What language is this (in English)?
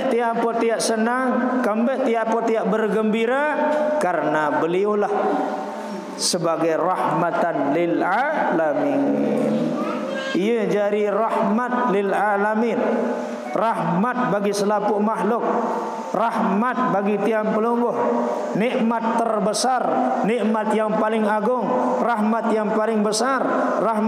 Sasak